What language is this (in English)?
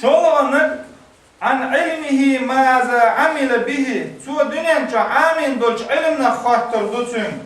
Chechen